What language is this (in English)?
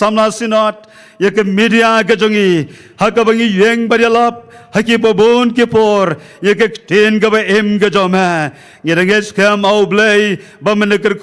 Khasi